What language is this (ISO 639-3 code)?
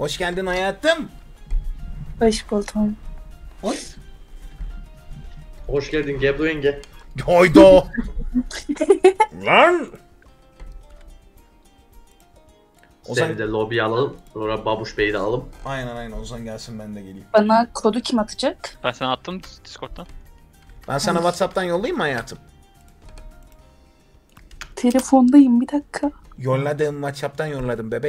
tur